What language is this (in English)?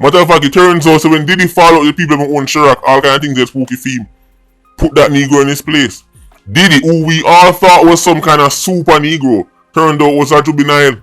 Jamaican Creole English